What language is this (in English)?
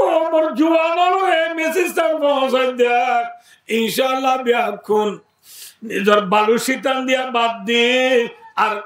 Rohingya